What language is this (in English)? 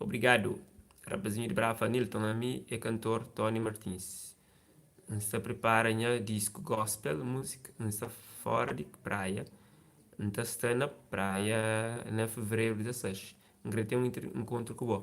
Kabuverdianu